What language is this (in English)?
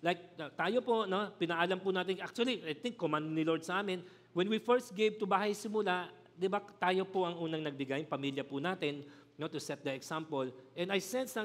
Filipino